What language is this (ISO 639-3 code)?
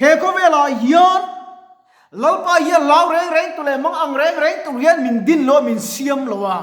lus